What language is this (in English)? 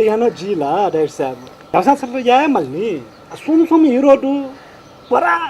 Newari